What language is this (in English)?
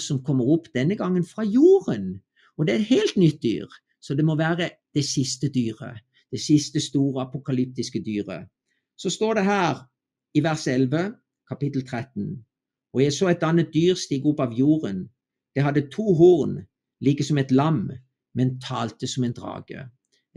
Norwegian